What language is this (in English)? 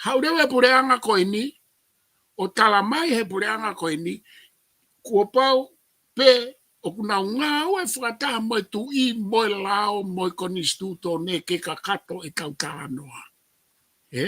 Tongan